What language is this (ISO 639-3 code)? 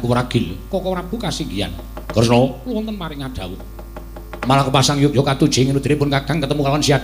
jav